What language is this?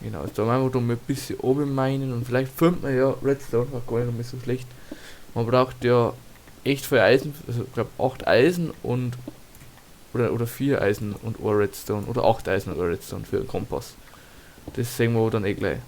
Bavarian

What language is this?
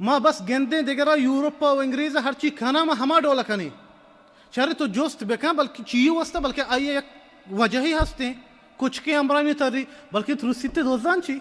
Baluchi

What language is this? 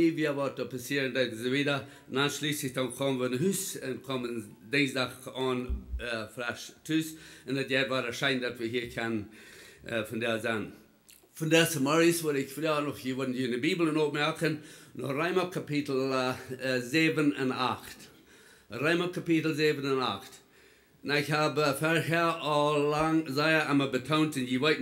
Plautdietsch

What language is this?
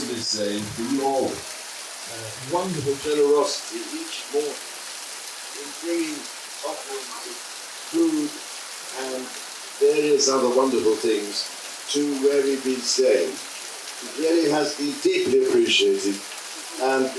Samoan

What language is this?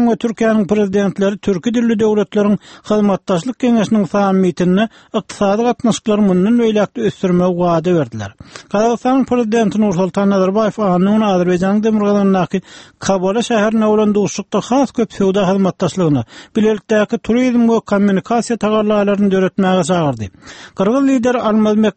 Turkmen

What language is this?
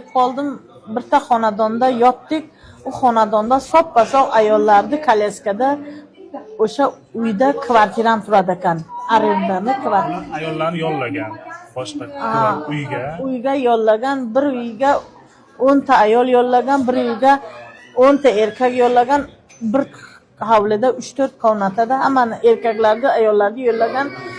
Uzbek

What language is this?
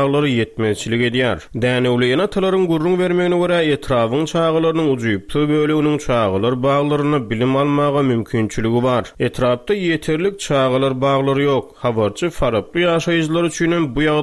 Turkmen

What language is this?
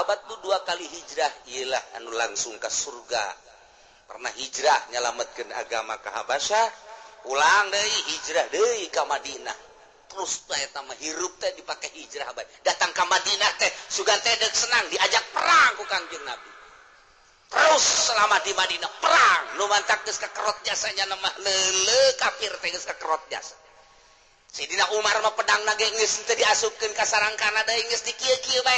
Sundanese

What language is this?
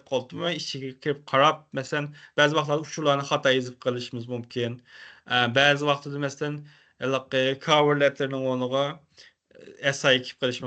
Uyghur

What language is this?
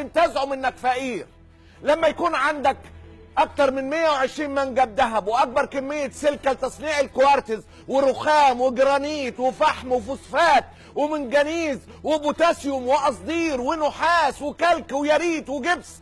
Egyptian Arabic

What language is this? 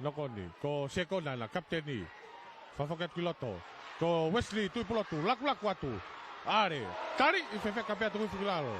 Tongan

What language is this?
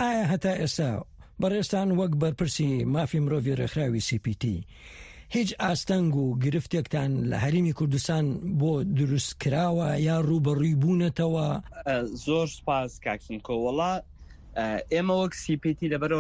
Central Kurdish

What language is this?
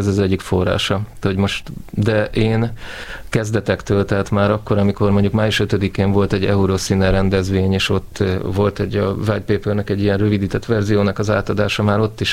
Hungarian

